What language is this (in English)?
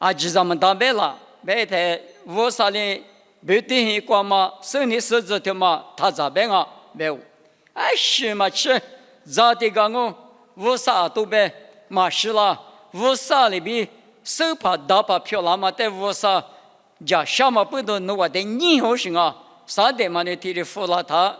Lisu